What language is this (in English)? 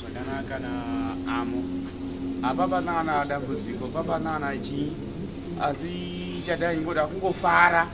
Shona